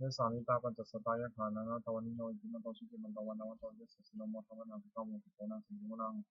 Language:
Pali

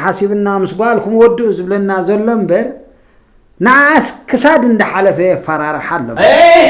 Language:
Tigrinya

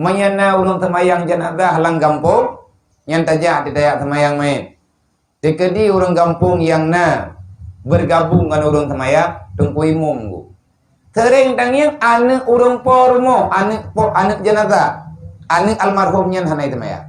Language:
Achinese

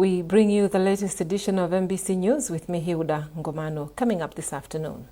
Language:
English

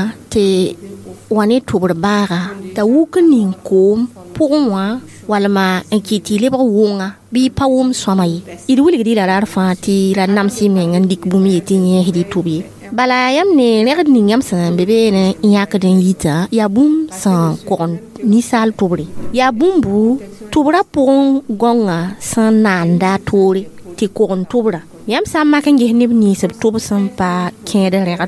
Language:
Mossi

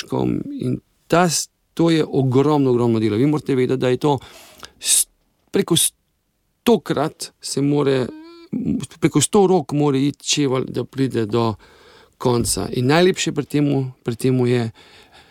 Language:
Slovenian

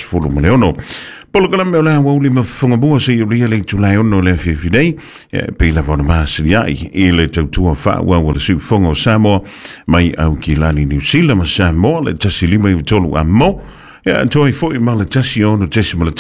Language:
Samoan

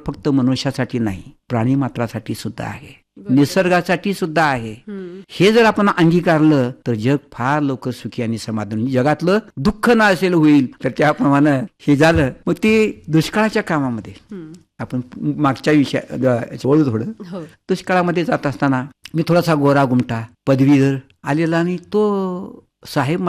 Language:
Marathi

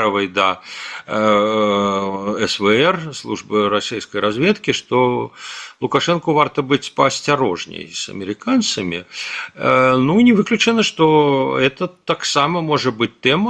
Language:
Belarusian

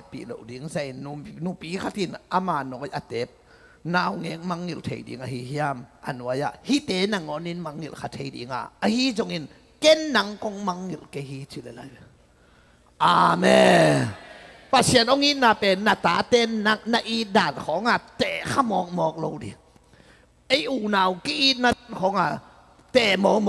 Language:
Tedim Chin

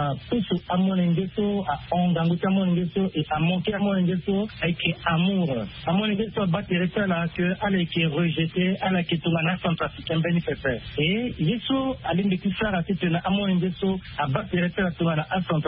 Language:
Sango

